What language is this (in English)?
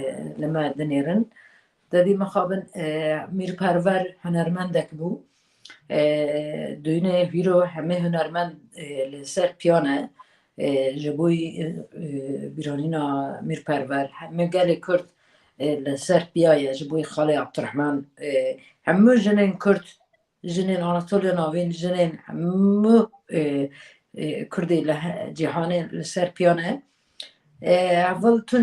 Kurdish